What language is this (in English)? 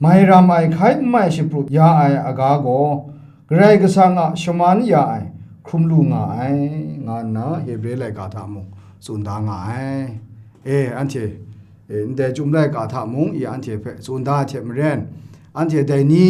Kachin